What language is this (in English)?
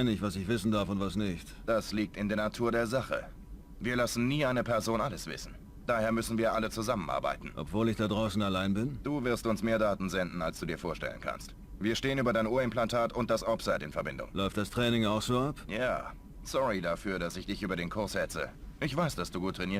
Bavarian